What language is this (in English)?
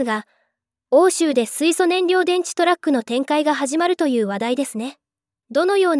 Japanese